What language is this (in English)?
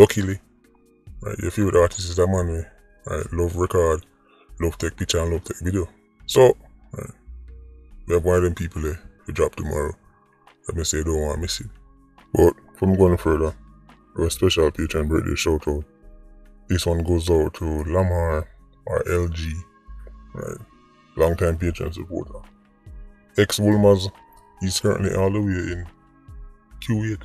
Jamaican Creole English